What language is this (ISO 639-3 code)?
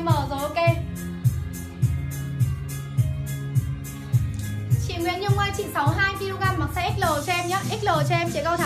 vie